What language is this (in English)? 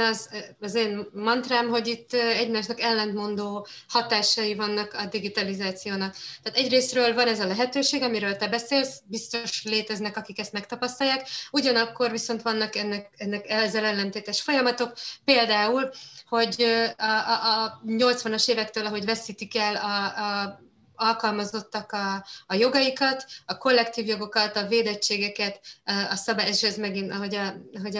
Hungarian